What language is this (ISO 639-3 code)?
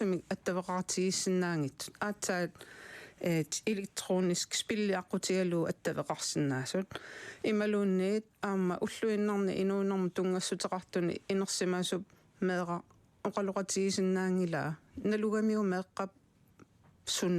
kal